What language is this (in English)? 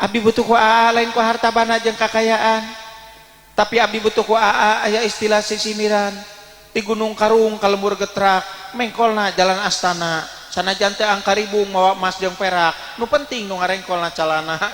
Sundanese